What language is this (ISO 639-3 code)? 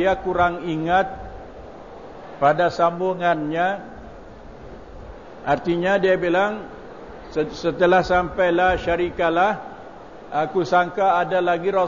msa